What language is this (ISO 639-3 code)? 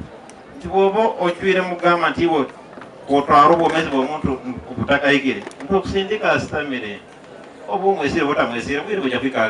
nyn